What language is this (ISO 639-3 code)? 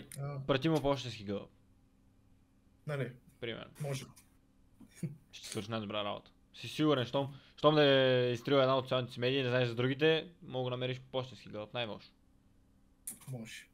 bul